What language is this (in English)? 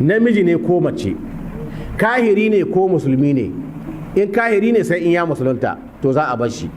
Hausa